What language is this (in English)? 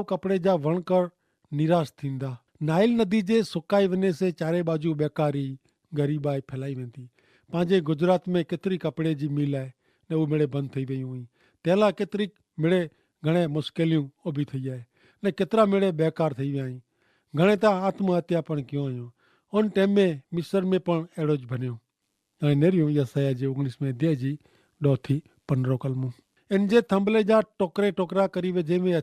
Kachhi